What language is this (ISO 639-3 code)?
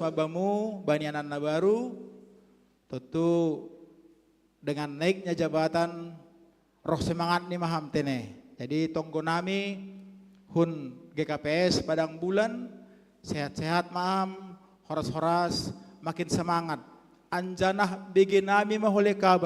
bts